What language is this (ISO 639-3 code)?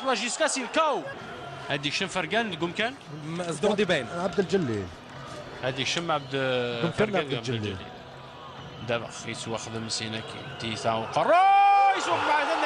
kab